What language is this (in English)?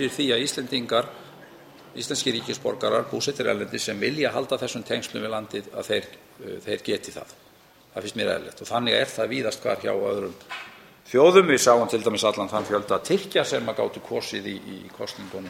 Icelandic